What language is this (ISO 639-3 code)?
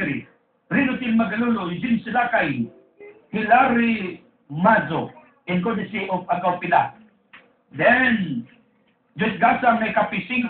ceb